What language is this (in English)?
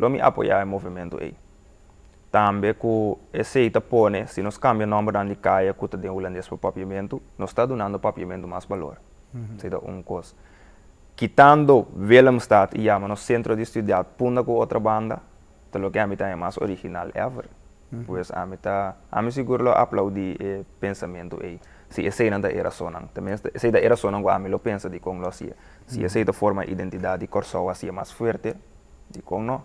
Papiamento